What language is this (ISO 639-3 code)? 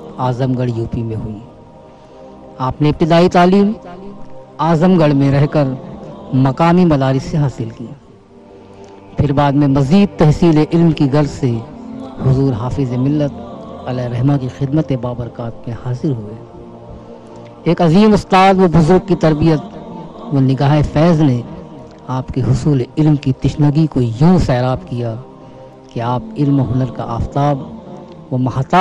urd